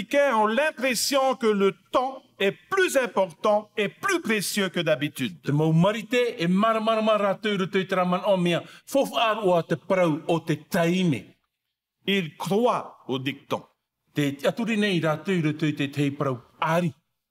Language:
Tahitian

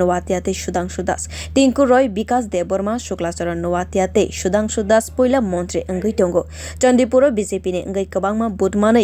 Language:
Kok Borok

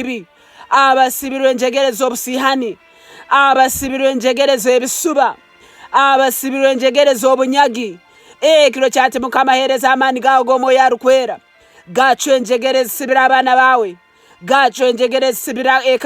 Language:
Nyankole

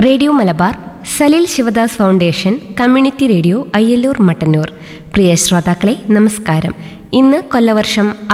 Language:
Malayalam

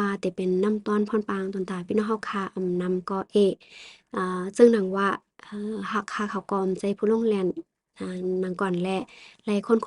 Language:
Shan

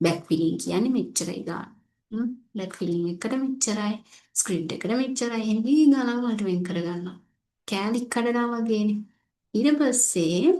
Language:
Sinhala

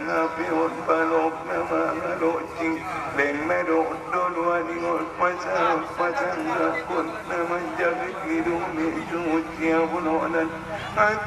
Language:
Batak Angkola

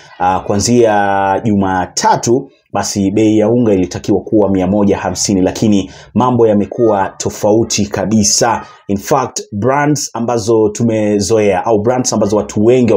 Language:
Swahili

